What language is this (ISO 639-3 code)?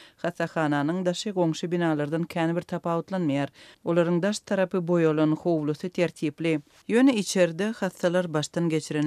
tuk